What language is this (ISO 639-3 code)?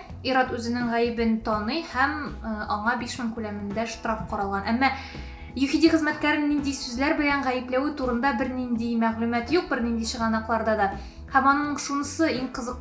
tat